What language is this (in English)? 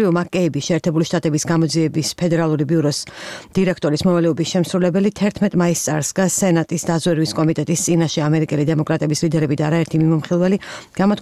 Georgian